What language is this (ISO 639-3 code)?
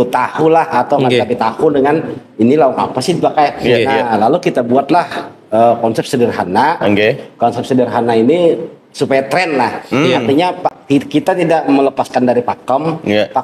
bjn